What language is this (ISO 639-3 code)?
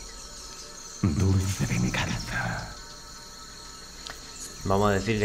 spa